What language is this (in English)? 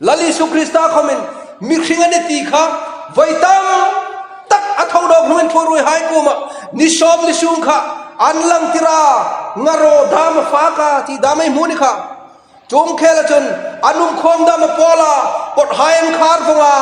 Hmar